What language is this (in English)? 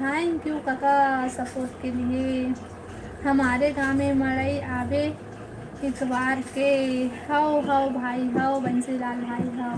Chhattisgarhi